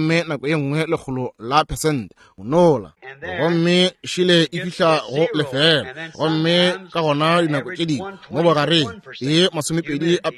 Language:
Northern Sotho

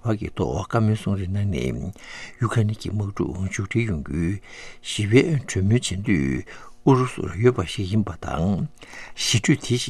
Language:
Tibetan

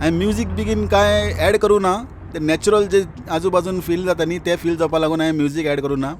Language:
Konkani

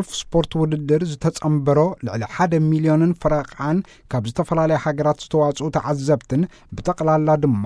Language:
Tigrinya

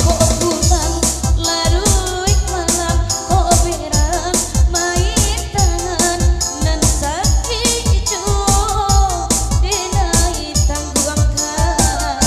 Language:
Minangkabau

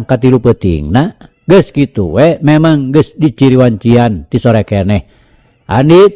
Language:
Sundanese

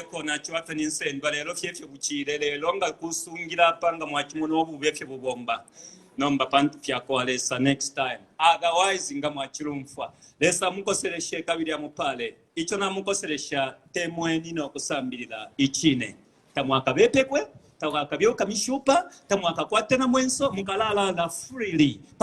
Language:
Bemba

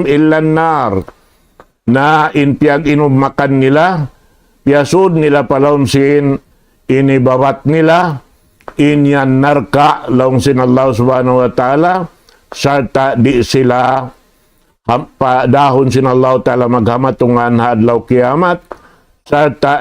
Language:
Tausug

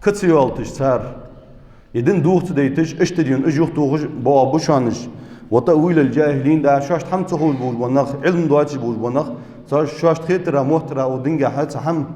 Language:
Ingush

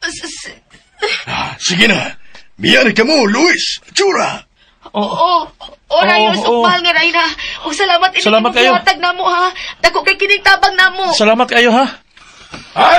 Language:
Cebuano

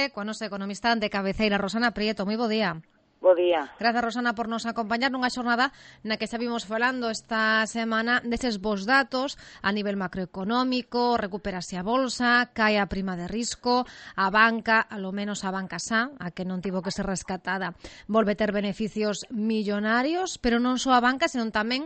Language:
Galician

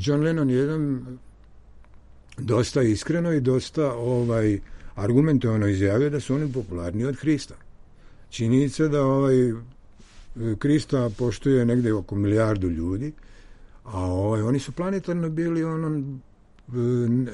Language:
Serbian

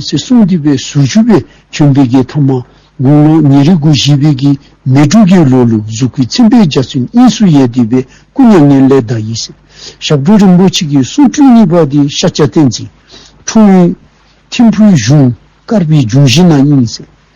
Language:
Dzongkha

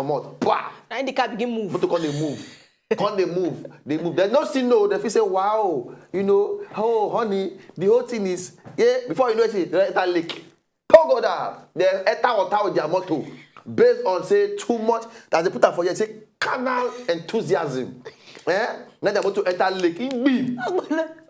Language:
Nigerian Pidgin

